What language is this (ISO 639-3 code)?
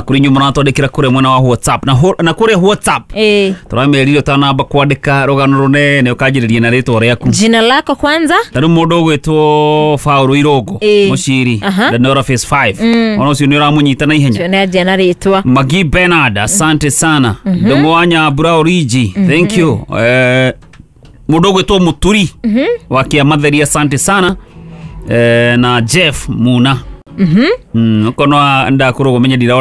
kik